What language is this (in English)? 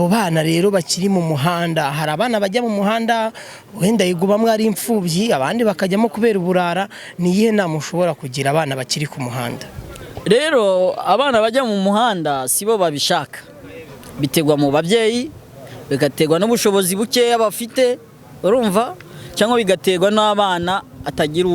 Kinyarwanda